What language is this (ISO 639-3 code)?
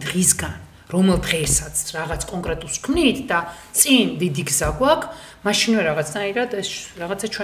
kat